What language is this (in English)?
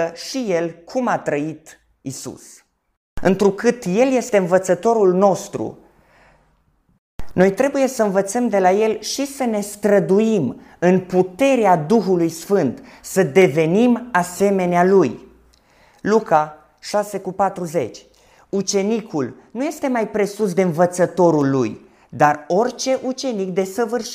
Romanian